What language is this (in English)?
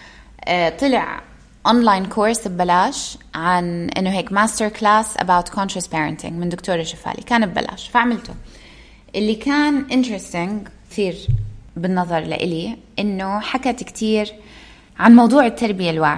North Levantine Arabic